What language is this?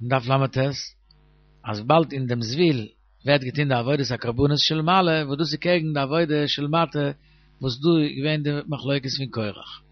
Yiddish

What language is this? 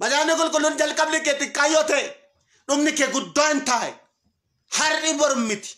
Oromo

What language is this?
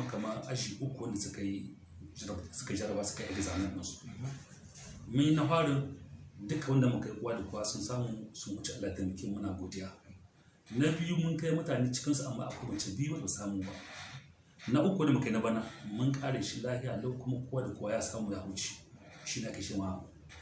Hausa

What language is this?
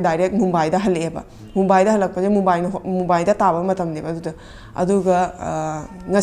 Manipuri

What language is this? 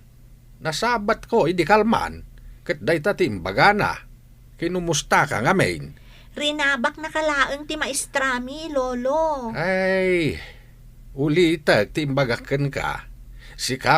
Iloko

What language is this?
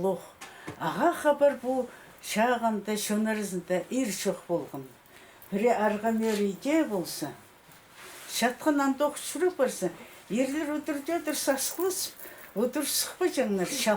Khakas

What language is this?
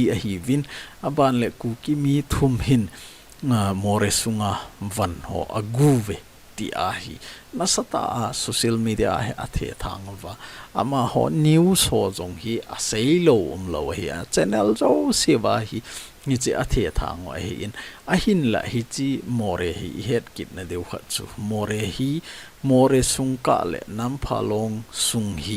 Thado Chin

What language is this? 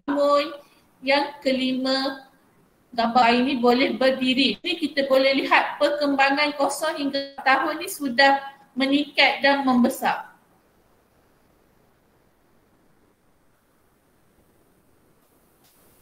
Malay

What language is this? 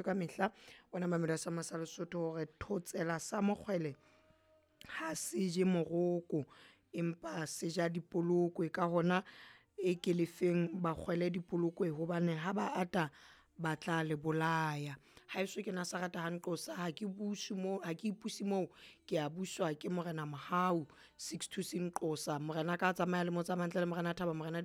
Southern Sotho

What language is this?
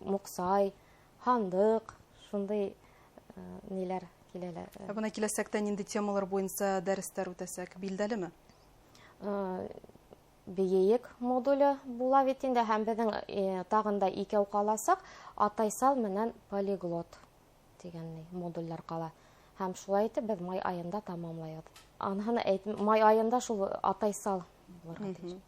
Bashkir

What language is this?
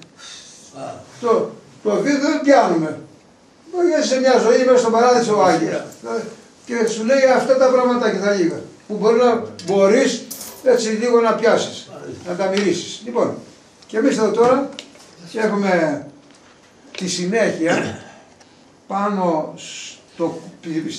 Greek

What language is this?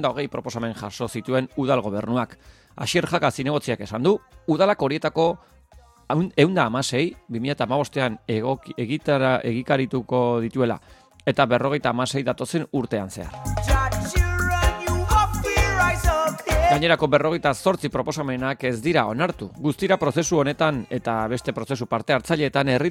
Basque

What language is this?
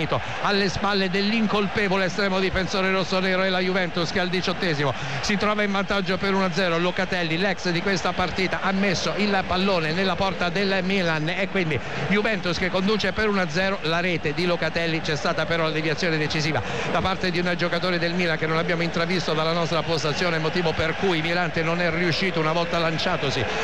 Italian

